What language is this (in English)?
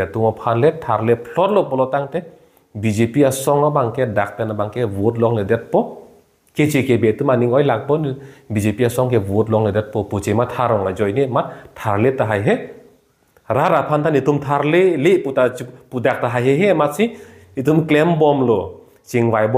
Karbi